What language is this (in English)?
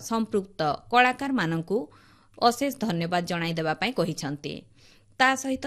Odia